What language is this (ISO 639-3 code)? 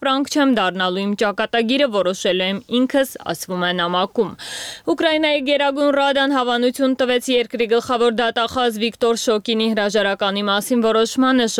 hye